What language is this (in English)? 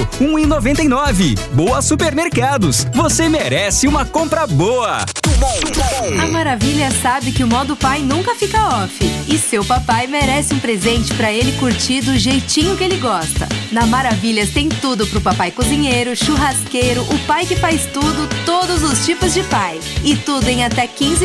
Portuguese